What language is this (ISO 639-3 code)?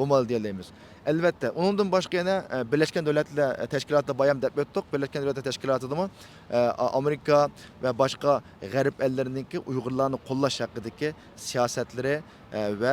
uig